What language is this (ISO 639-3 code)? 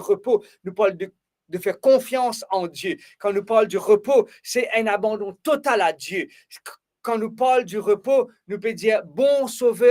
mfe